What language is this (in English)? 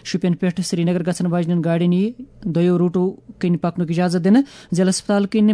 Kashmiri